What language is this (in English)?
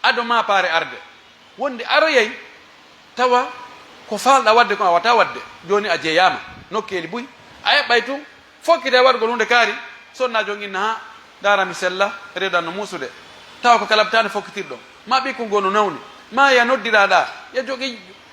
Pular